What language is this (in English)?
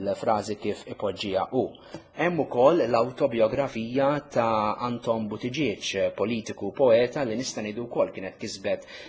Maltese